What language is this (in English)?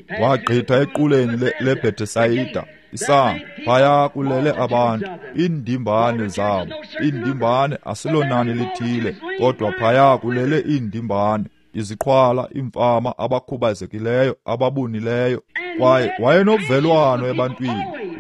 Xhosa